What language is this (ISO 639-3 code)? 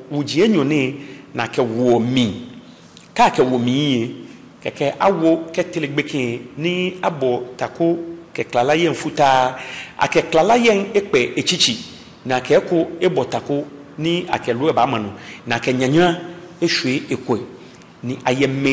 gaa